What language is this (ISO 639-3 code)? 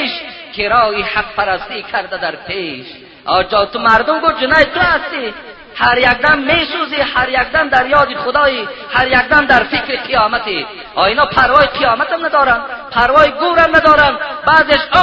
tgk